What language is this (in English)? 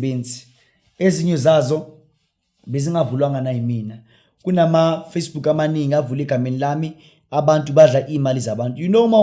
Zulu